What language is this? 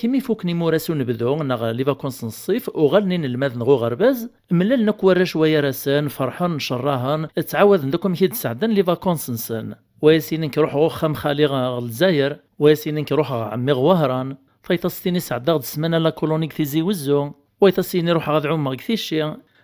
Kabyle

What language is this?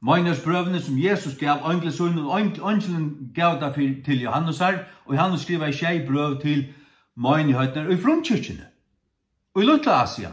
Faroese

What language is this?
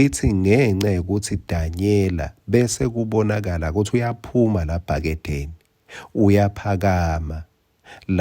Swati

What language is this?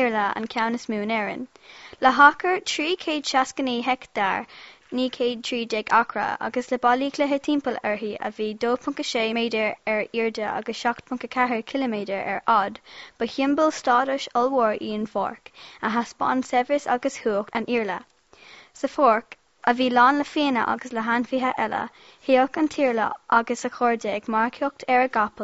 Irish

